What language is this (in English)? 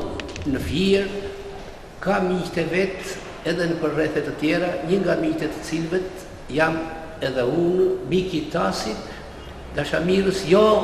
Albanian